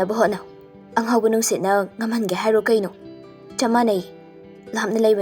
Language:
Manipuri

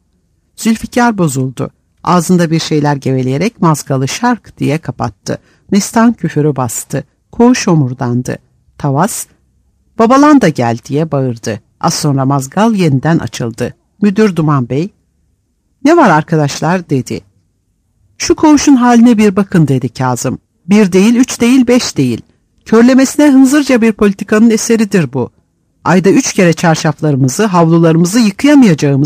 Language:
Turkish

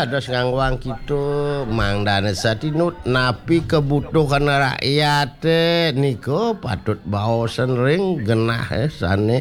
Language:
Balinese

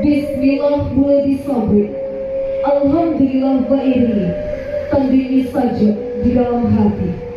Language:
Minangkabau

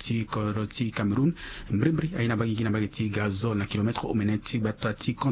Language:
Sango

